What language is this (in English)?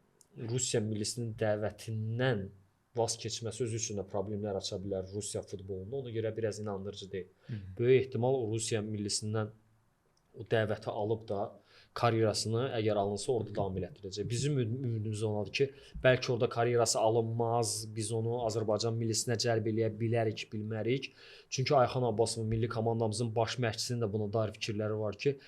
Azerbaijani